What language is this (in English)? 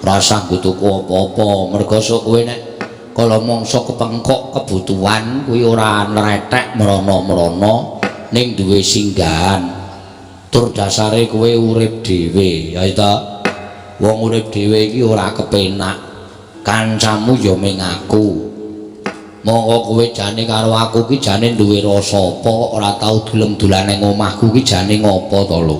Javanese